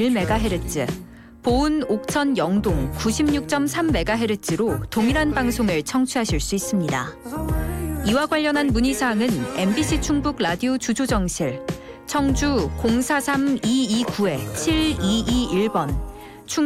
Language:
Korean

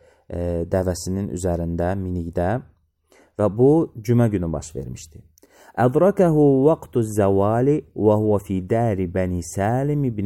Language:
Azerbaijani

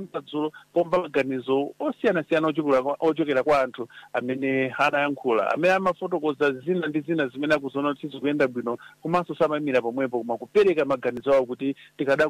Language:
Nyanja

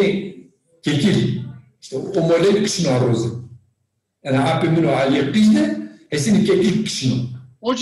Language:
Zaza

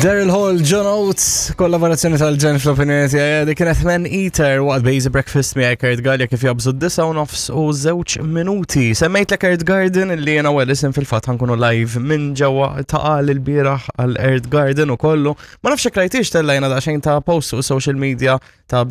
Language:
Maltese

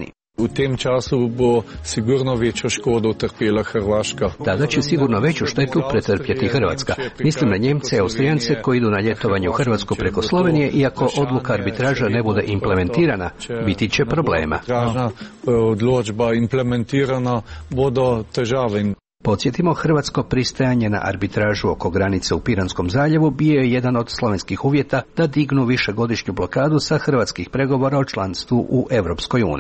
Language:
Croatian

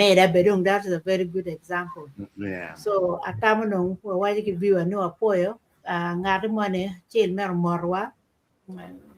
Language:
Acoli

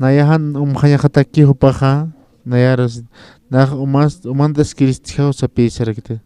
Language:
Aymara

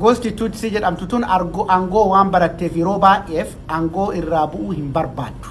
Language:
Oromo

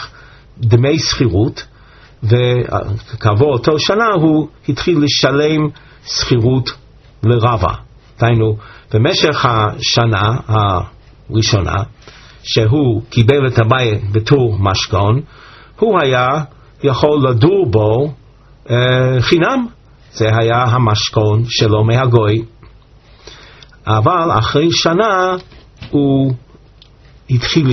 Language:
Hebrew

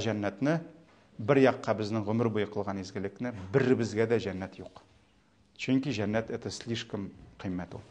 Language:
Tatar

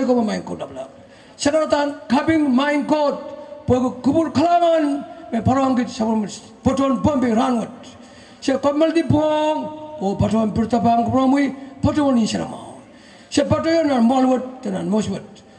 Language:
Pohnpeian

